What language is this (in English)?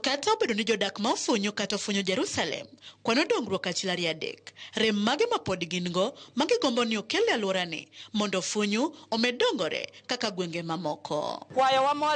Luo (Kenya and Tanzania)